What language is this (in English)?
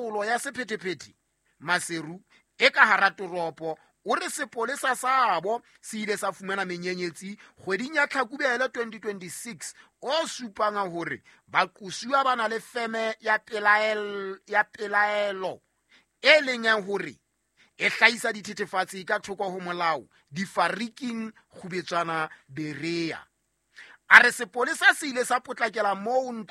Southern Sotho